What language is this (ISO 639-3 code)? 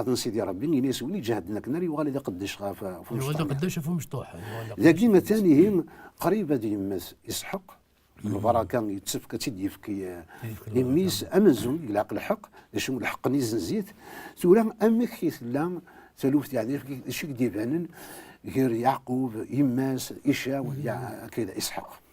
kab